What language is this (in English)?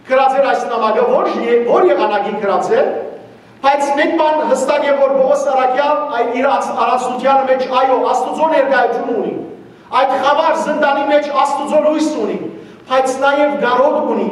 Western Armenian